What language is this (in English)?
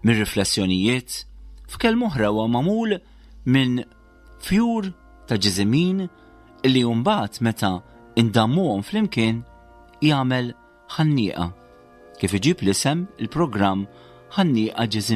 Maltese